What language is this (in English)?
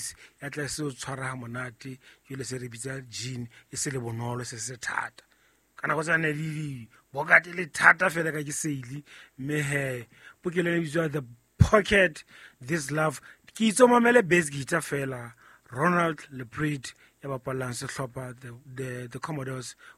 Southern Sotho